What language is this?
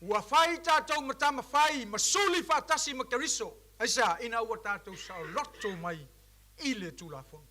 Samoan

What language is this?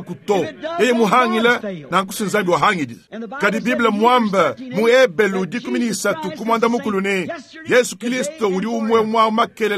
Luba-Lulua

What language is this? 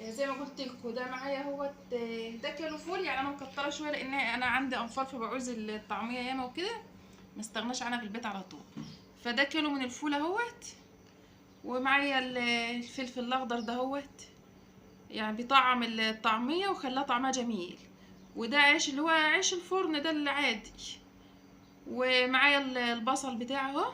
Egyptian Arabic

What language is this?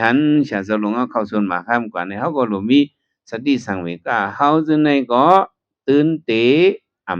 Shan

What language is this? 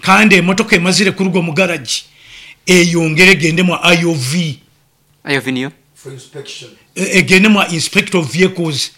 Nyoro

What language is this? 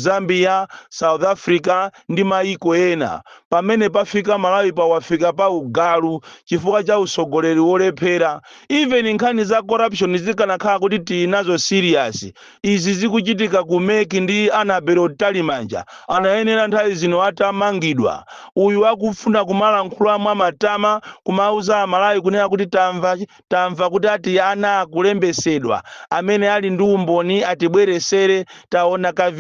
Nyanja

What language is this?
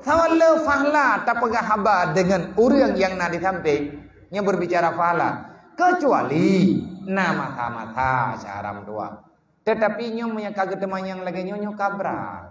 Achinese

